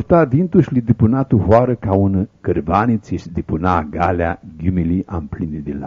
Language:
Aromanian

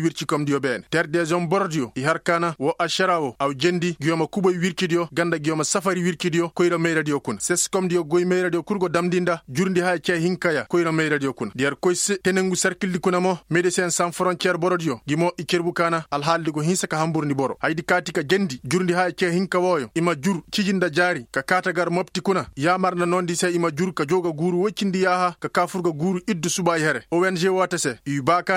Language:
Koyraboro Senni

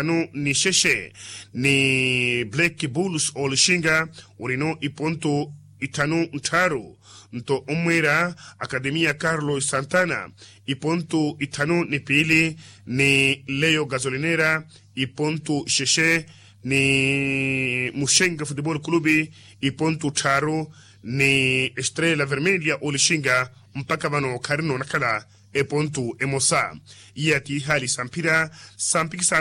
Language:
Makhuwa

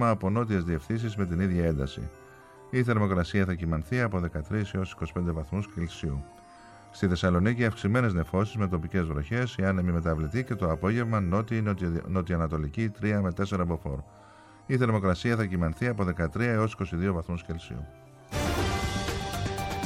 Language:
Greek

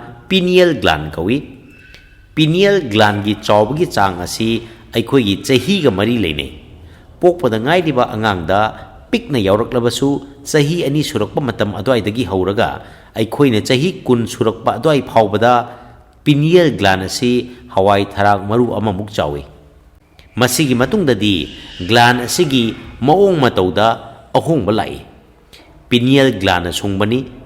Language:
Manipuri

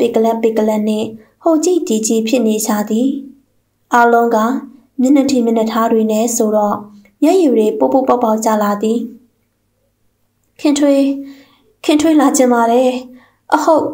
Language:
Burmese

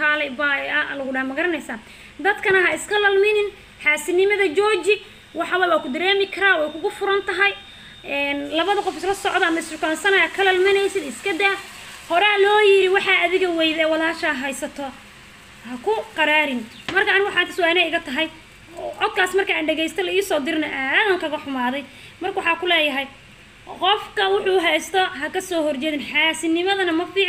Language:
Somali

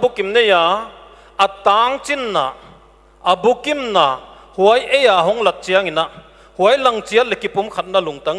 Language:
Paite Chin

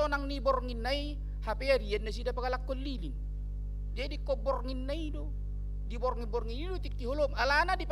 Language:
Batak Toba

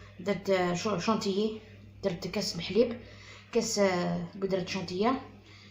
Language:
Algerian Arabic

